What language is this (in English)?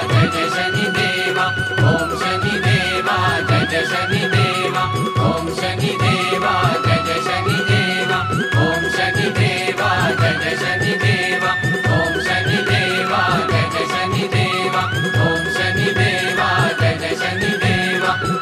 Hindi